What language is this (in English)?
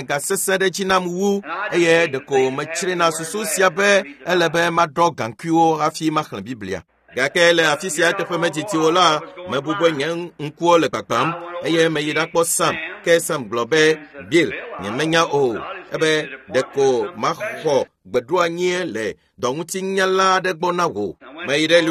Ewe